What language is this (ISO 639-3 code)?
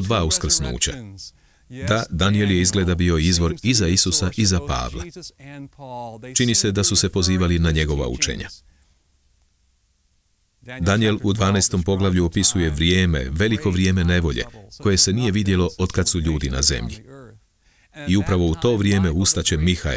hrv